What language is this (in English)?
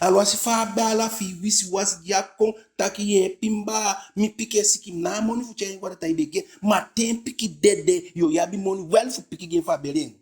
Eastern Maroon Creole